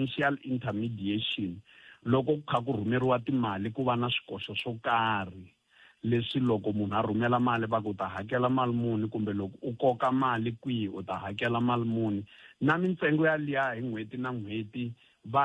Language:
Tsonga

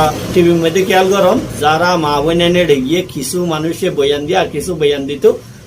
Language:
Rohingya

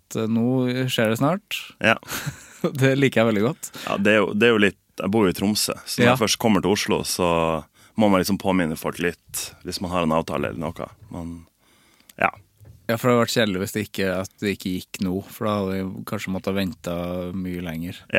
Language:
Norwegian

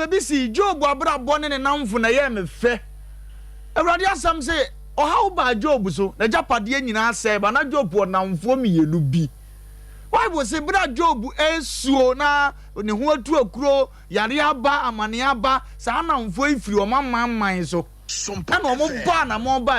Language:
Akan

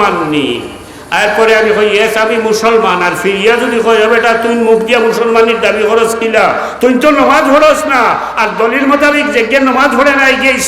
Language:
Sylheti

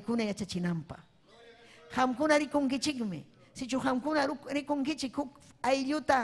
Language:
Ayacucho Quechua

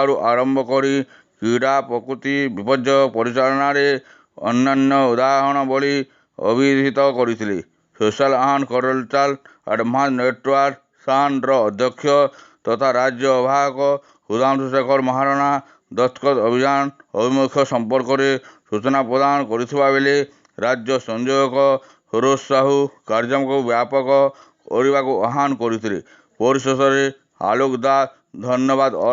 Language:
Odia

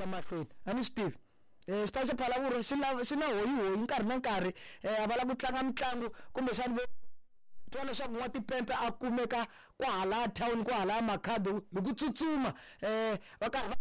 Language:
Tsonga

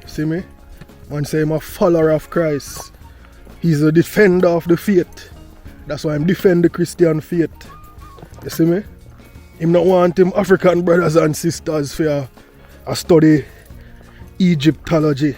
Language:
Jamaican Creole English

